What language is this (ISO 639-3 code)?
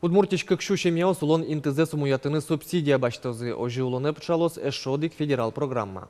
udm